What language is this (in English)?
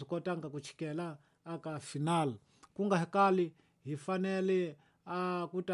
Tsonga